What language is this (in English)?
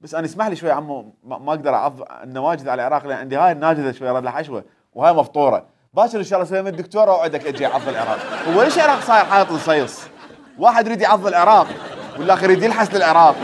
Mesopotamian Arabic